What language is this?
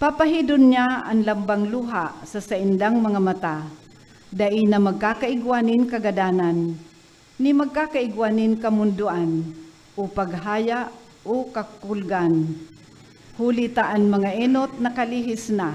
Bikol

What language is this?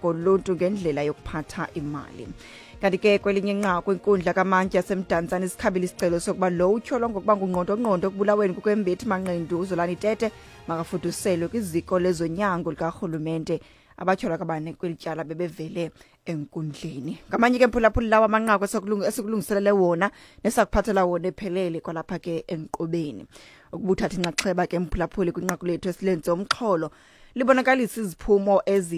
Xhosa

